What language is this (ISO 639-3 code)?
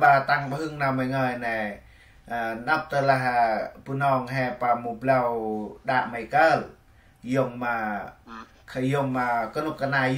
cmo